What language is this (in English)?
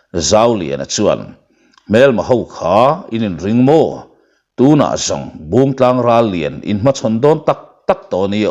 Mizo